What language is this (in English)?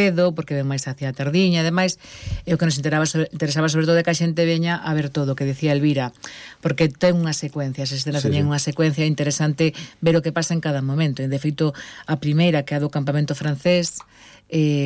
Galician